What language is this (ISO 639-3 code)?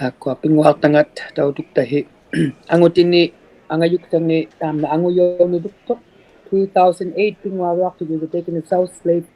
iku